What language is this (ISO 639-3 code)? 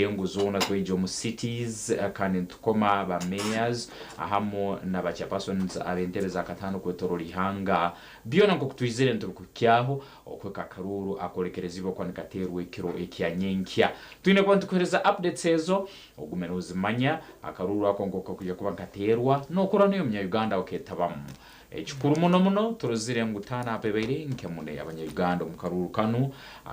nyn